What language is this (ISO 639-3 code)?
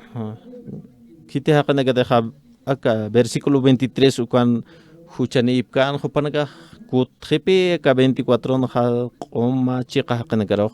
aym